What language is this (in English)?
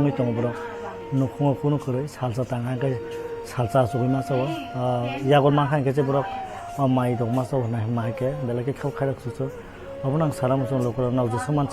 Kok Borok